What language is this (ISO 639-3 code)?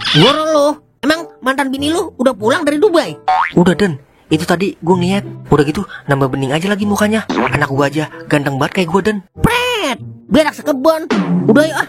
bew